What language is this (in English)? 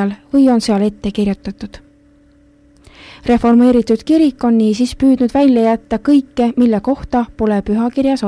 Estonian